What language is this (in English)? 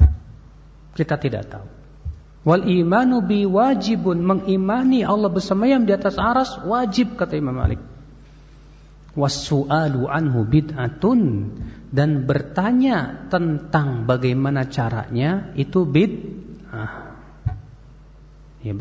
Indonesian